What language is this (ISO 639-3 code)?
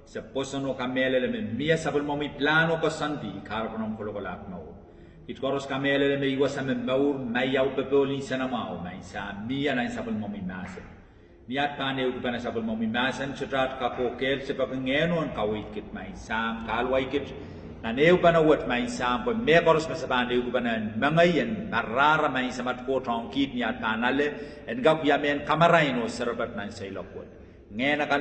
pon